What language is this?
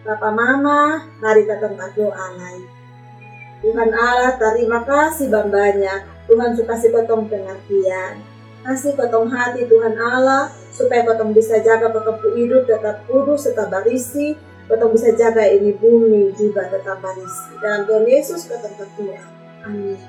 Kupang Malay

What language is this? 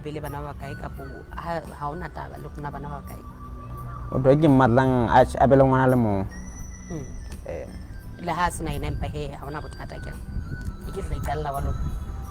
Southern Sotho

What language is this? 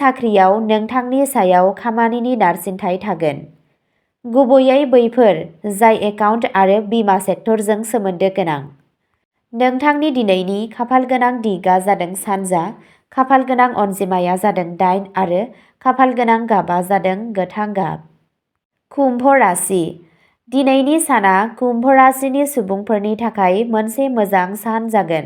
Bodo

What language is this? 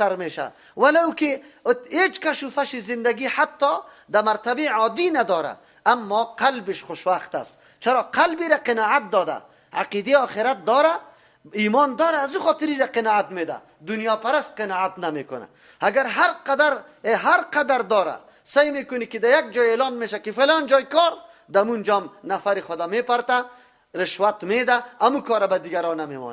Persian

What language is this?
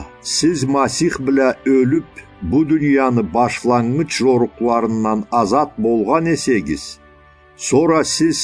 Karachay-Balkar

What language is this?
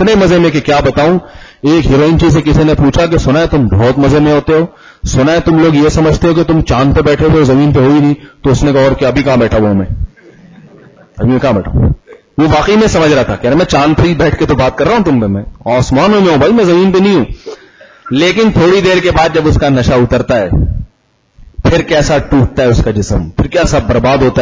Urdu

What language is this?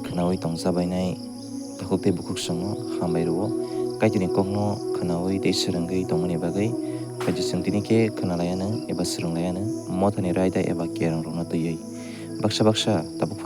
Kok Borok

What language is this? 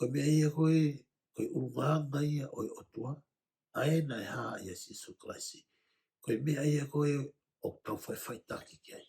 Tongan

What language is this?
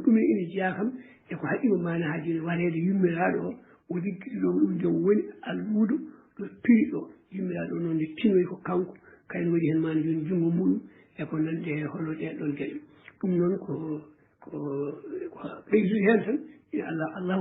Fula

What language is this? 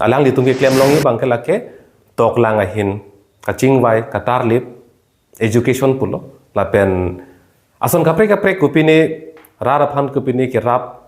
Karbi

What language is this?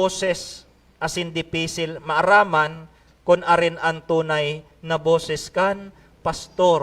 Bikol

